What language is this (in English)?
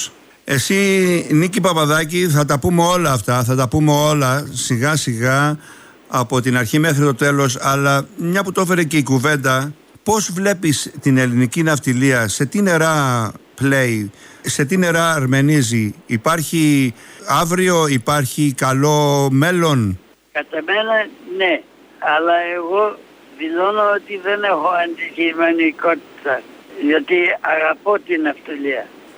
Greek